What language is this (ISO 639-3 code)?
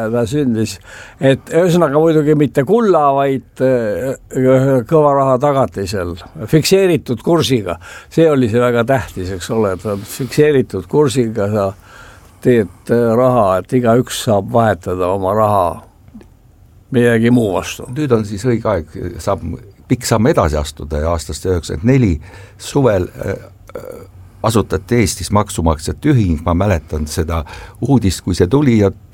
est